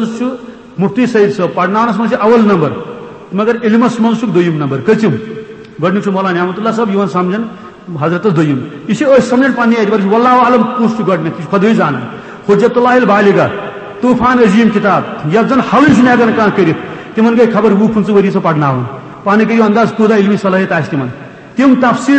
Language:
Kashmiri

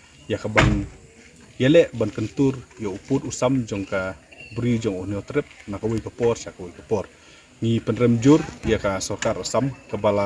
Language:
Khasi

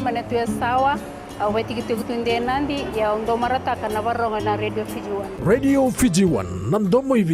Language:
Fijian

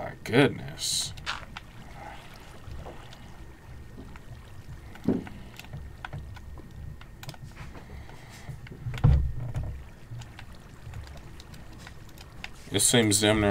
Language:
English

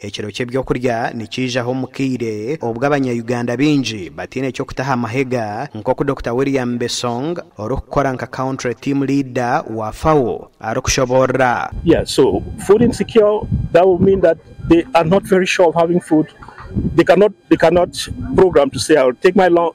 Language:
Nyankole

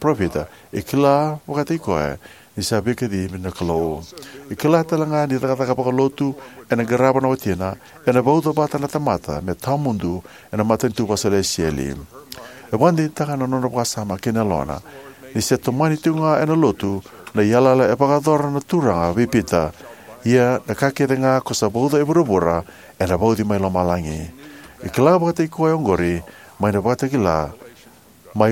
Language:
Fijian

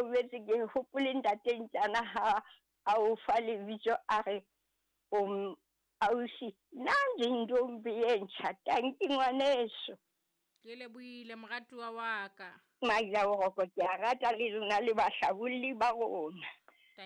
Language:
Southern Sotho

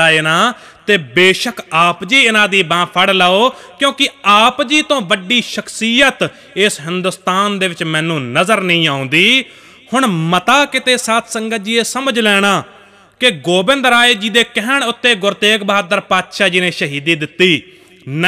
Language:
Punjabi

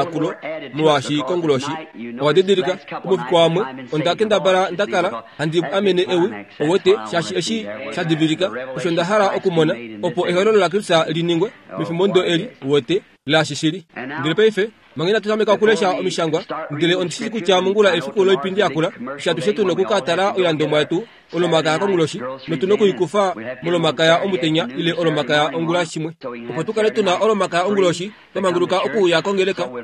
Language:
Kuanyama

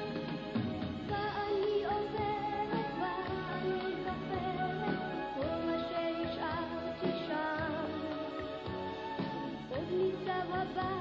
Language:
Hebrew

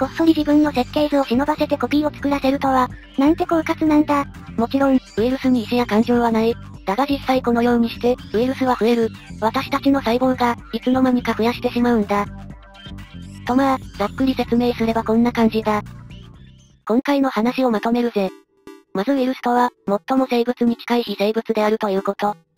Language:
Japanese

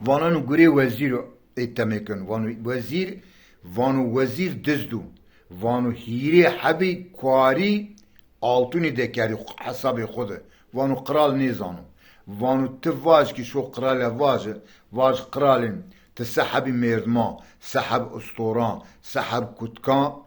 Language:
Zaza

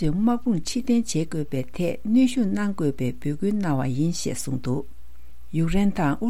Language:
Tibetan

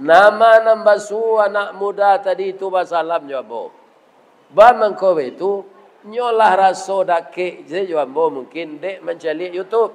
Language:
Minangkabau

